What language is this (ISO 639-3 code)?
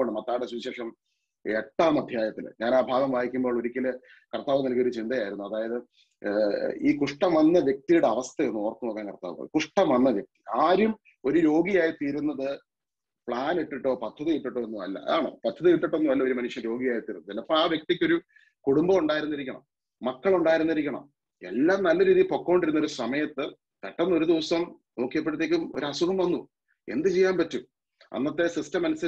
mal